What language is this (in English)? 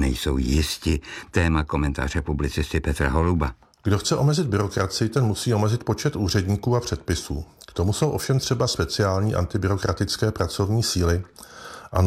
Czech